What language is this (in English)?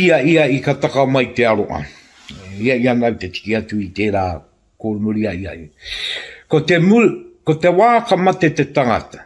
Māori